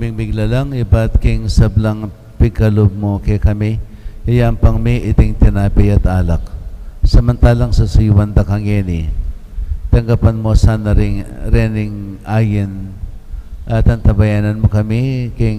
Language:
Pampanga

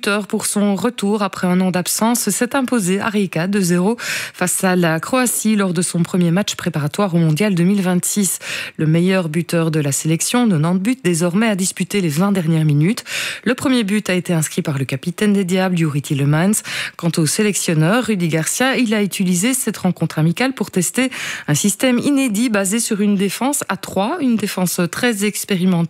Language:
French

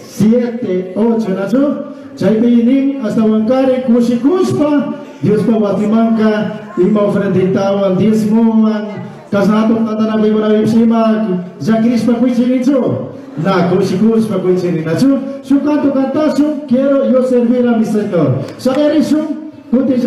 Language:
Chimborazo Highland Quichua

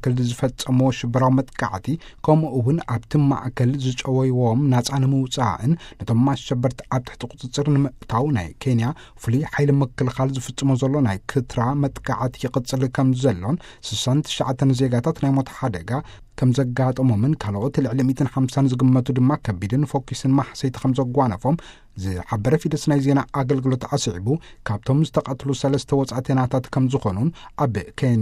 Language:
Tigrinya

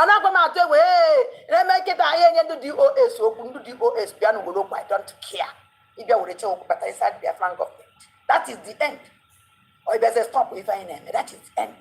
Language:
Igbo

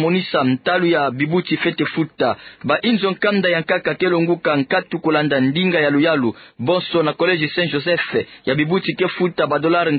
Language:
Kituba (Democratic Republic of Congo)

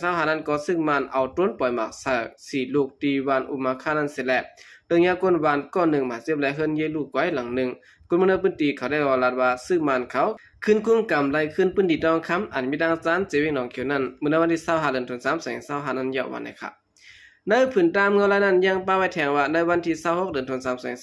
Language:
Shan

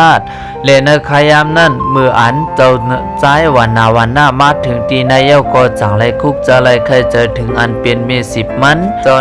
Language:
Shan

